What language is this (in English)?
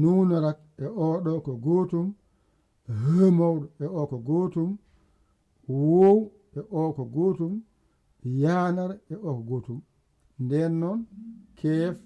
Fula